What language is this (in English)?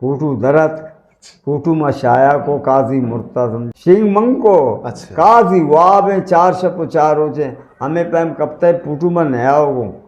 Eastern Balochi